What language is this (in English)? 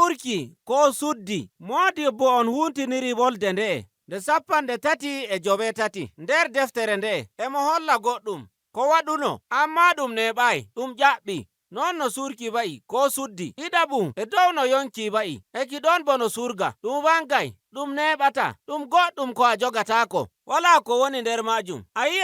Nigerian Fulfulde